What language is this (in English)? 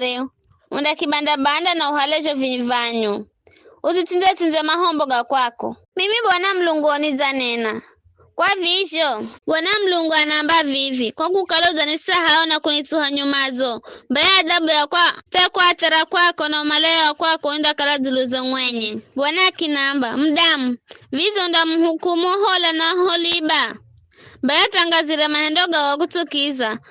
Giryama